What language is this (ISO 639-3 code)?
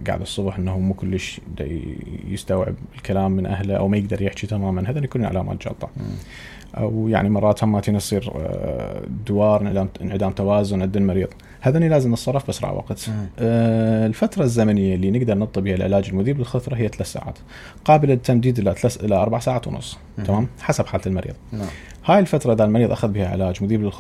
acm